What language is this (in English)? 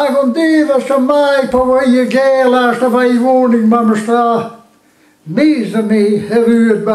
Breton